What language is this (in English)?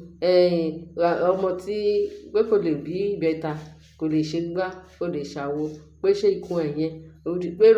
Yoruba